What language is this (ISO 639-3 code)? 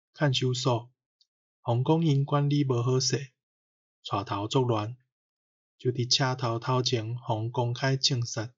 nan